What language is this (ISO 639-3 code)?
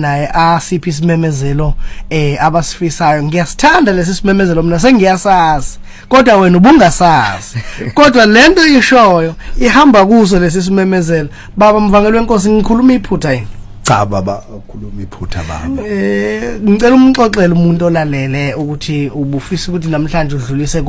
zul